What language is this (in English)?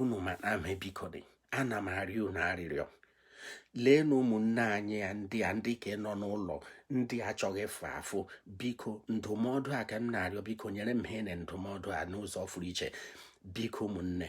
Igbo